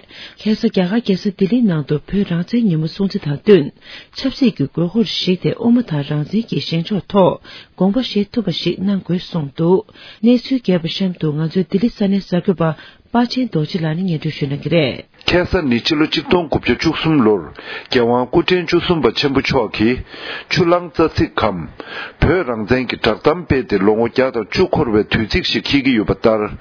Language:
Tibetan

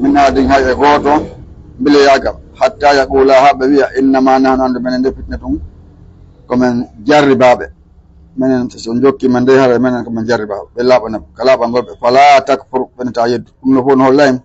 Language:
Fula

